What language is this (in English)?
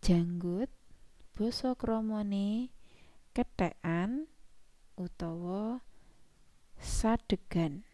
Javanese